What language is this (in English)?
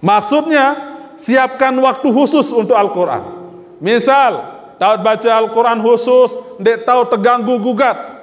Sasak